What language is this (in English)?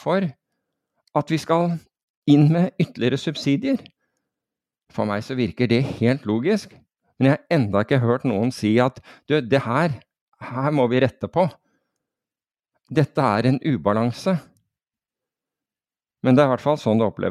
Norwegian